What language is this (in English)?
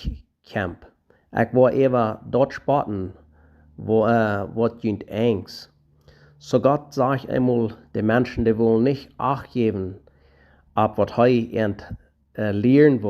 Plautdietsch